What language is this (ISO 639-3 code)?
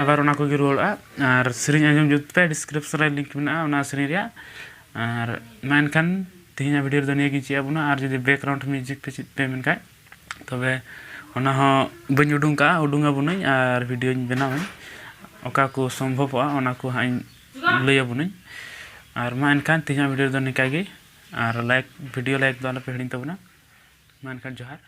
sat